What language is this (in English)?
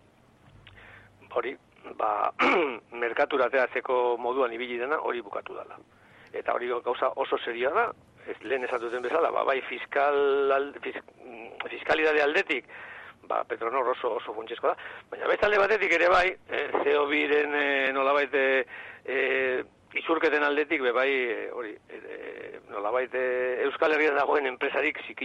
Basque